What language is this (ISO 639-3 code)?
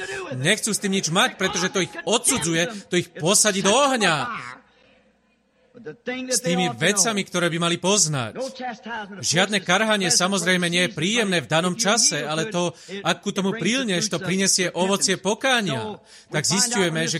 slk